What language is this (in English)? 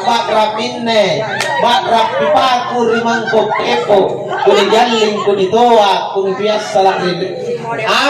Makasar